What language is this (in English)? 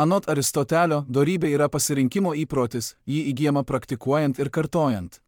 Lithuanian